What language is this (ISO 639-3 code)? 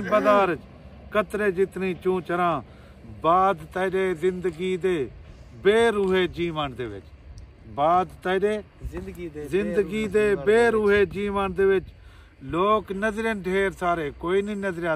skr